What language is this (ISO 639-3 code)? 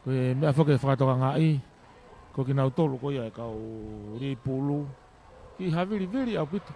ton